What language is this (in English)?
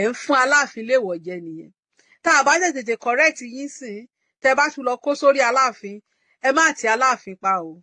Yoruba